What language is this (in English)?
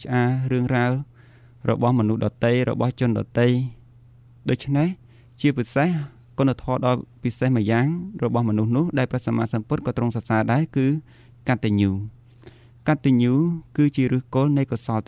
Khmer